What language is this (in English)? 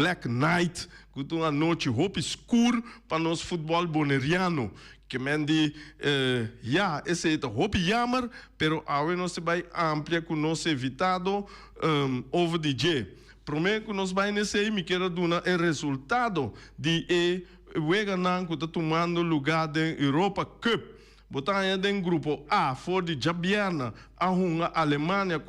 Papiamento